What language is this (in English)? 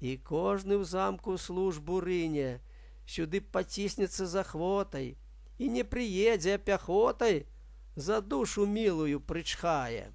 Belarusian